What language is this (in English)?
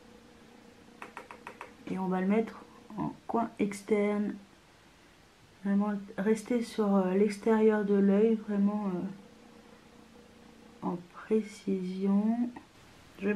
French